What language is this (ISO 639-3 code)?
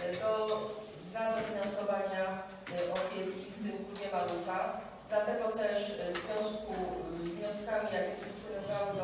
pol